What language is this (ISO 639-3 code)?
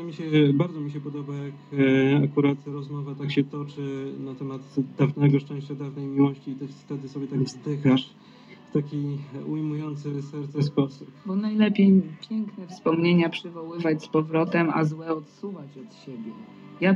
pol